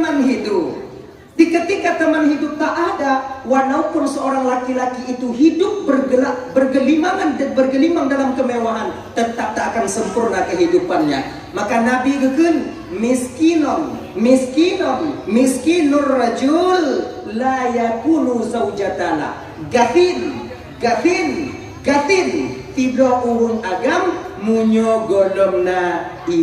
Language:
Achinese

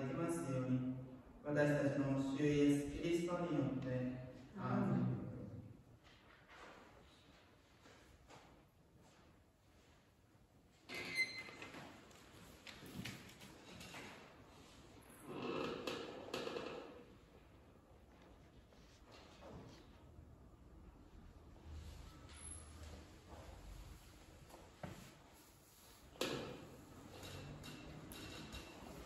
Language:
Japanese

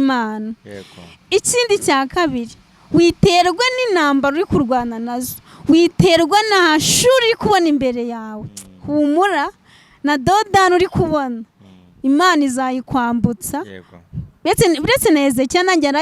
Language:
Kinyarwanda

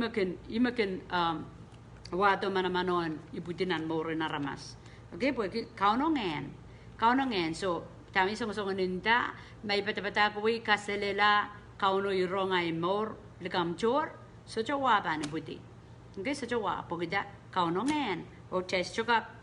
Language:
Pohnpeian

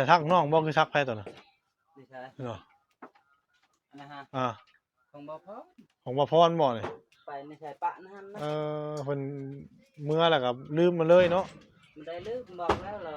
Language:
Northeastern Thai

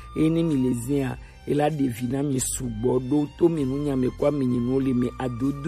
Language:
Gen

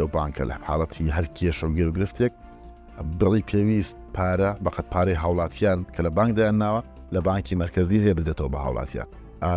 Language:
Central Kurdish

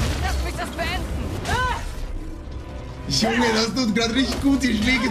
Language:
German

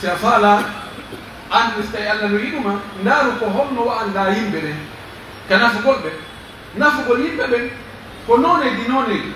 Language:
Pular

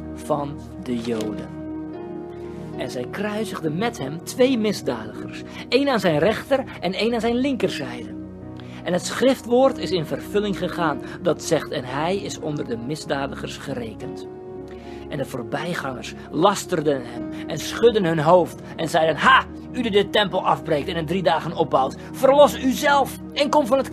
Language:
Dutch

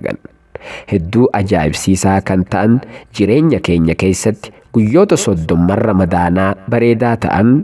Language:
Oromo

